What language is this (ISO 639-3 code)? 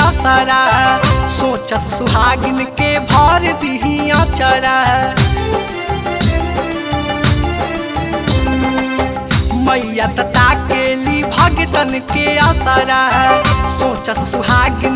bho